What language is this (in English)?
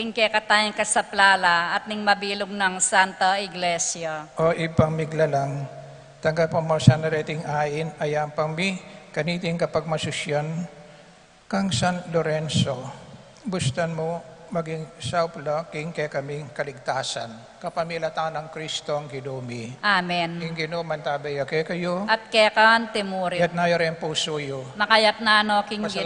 Pampanga